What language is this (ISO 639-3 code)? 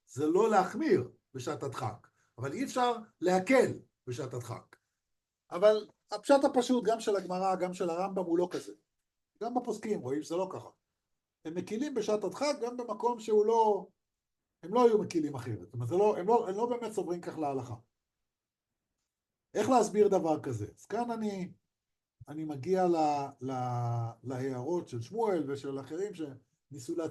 heb